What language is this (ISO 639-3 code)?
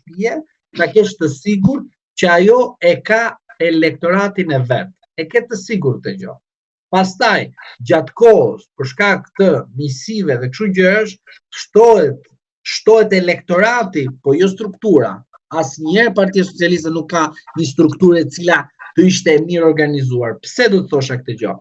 sqi